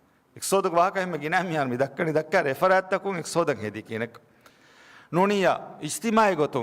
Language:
Divehi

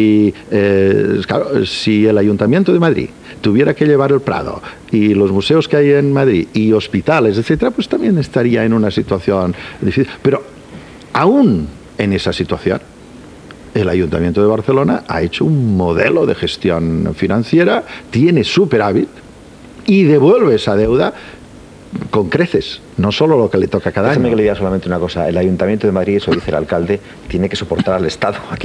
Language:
Spanish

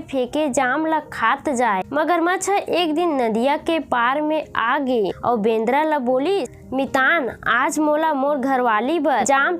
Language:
Chhattisgarhi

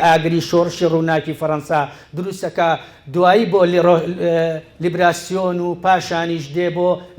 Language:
Central Kurdish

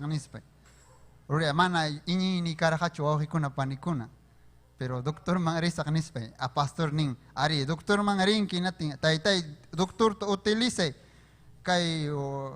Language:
Ayacucho Quechua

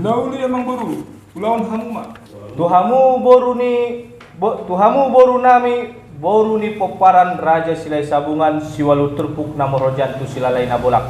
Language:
Batak Toba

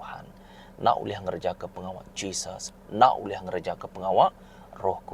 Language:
Iban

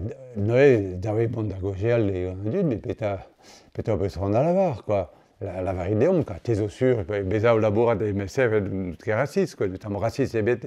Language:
Breton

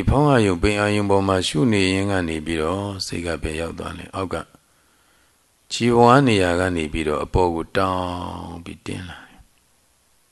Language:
Burmese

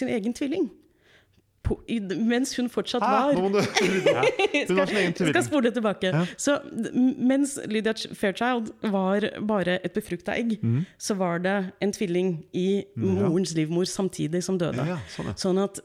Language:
Norwegian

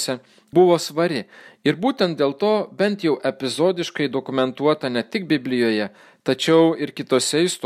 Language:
Lithuanian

